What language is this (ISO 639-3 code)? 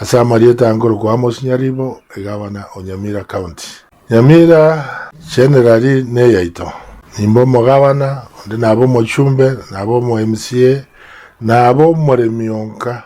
guz